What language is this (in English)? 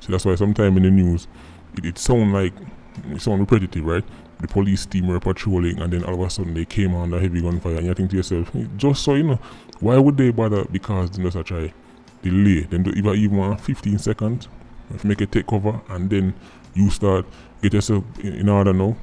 Jamaican Creole English